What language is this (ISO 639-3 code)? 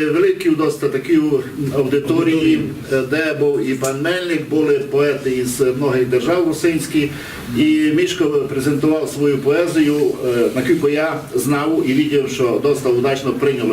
rue